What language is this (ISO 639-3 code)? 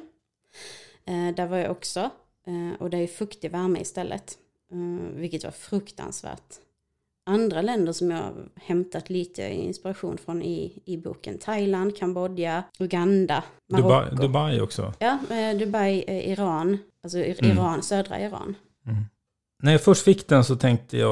swe